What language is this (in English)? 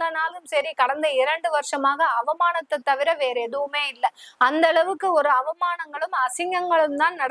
Tamil